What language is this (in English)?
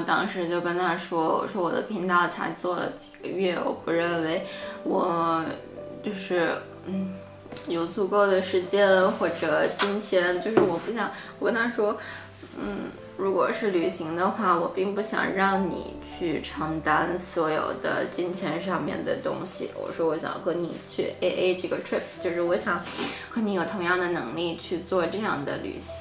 Chinese